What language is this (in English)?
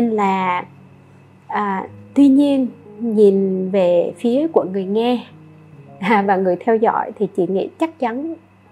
Vietnamese